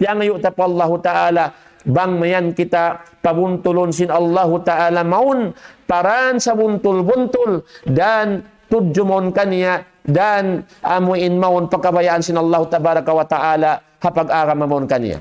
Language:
Tausug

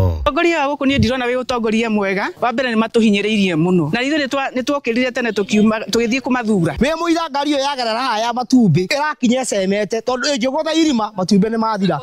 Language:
Kikuyu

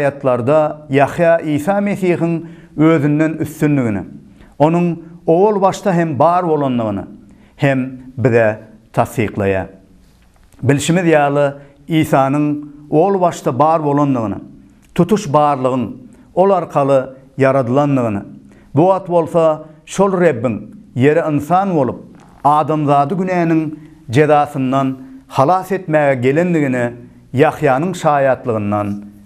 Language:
Turkmen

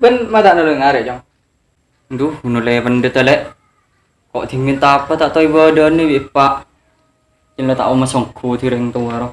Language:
Madurese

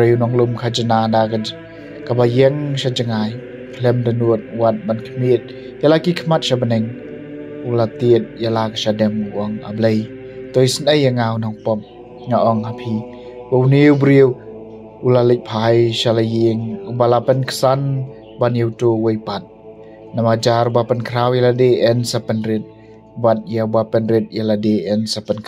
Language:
Khasi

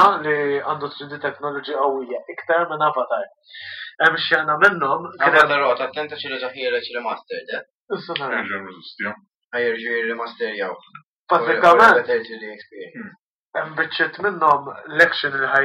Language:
Maltese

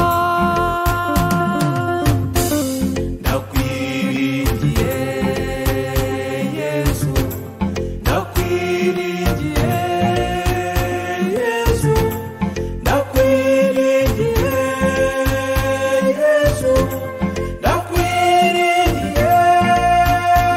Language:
Kinyarwanda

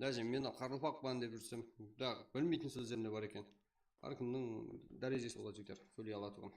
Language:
Kara-Kalpak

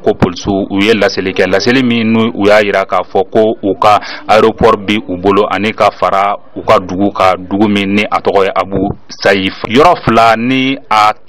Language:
Bambara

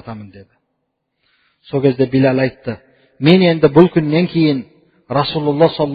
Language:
Kazakh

